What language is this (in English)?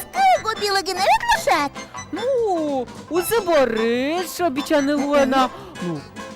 Udmurt